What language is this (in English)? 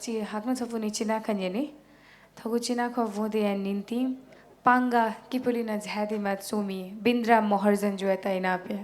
Newari